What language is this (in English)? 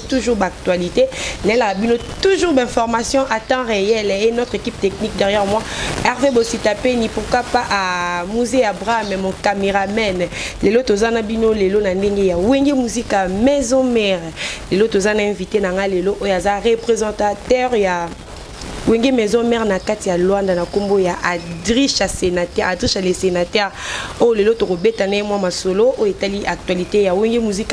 Lingala